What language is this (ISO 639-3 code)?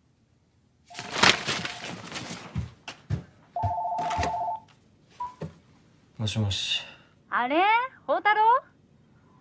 jpn